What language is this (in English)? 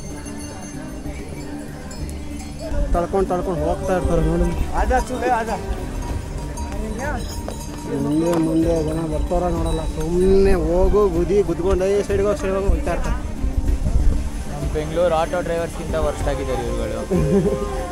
Kannada